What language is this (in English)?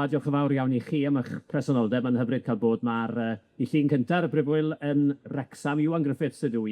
Welsh